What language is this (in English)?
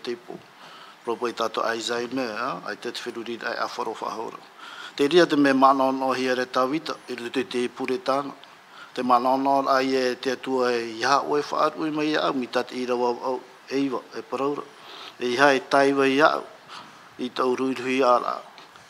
Tahitian